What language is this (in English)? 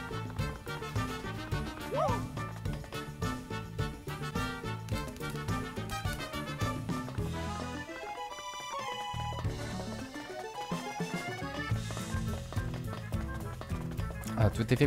French